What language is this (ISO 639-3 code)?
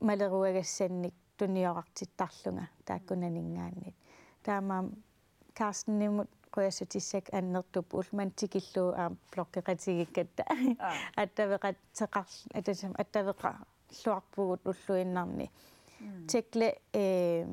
kal